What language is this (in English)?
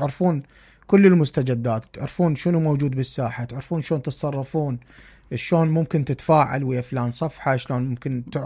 Mesopotamian Arabic